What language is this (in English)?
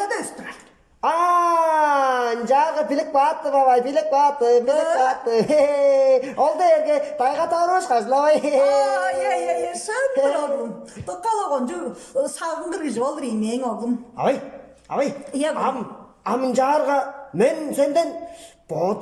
Tuvinian